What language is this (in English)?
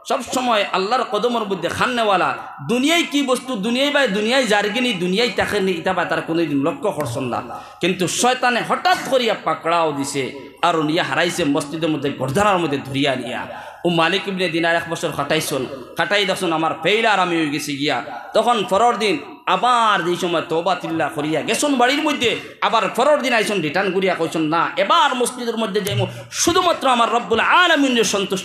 Sylheti